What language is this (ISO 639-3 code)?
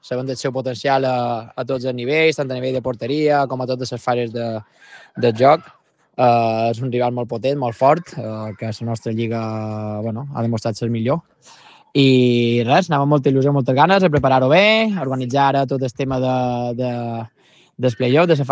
cat